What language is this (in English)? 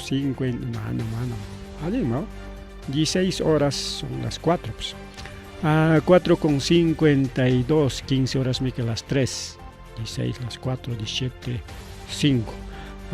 Ayacucho Quechua